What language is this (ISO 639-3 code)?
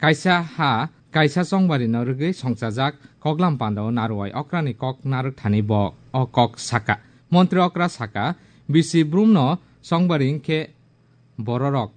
trp